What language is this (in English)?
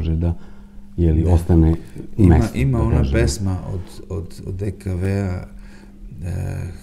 Serbian